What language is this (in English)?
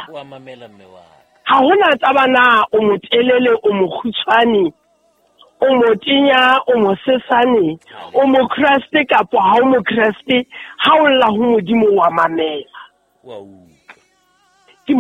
Southern Sotho